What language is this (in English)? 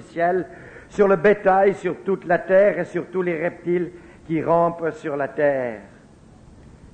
French